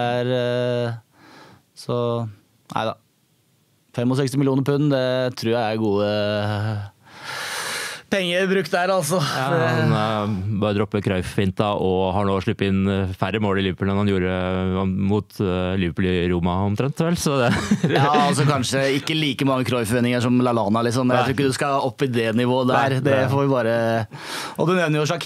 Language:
Norwegian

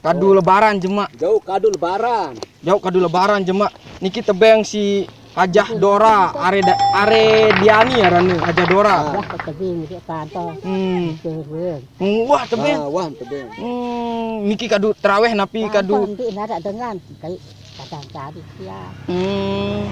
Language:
Sasak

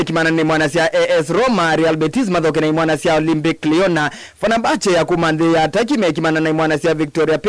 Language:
Kamba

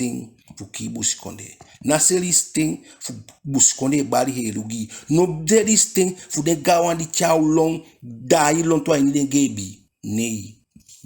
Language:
Eastern Maroon Creole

